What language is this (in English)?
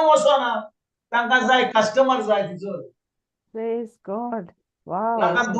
Konkani